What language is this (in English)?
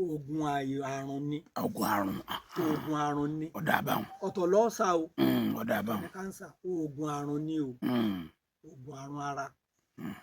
Yoruba